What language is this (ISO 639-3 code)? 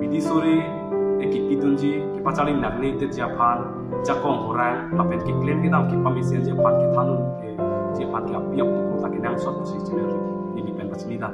mjw